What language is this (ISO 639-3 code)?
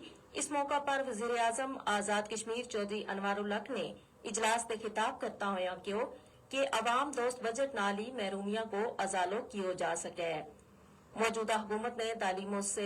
gju